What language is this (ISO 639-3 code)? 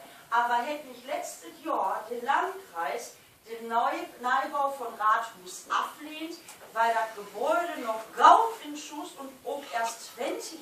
nds